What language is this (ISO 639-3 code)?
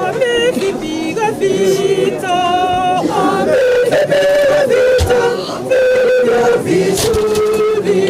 guz